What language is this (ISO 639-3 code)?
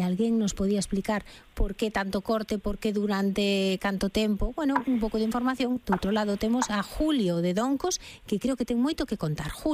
glg